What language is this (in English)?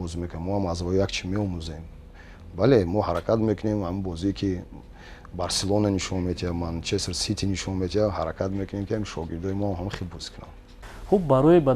Tajik